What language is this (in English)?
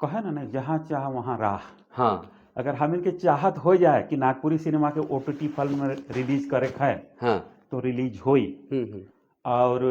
Sadri